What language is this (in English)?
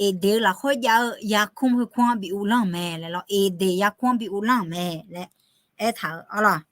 Akha